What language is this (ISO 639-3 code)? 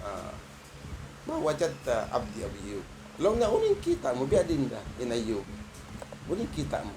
tsg